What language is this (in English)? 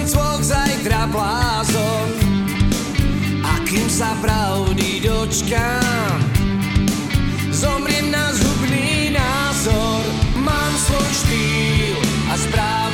Slovak